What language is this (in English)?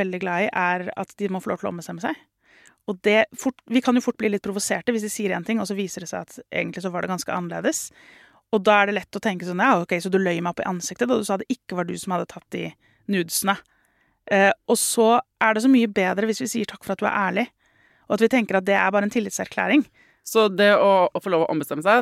Norwegian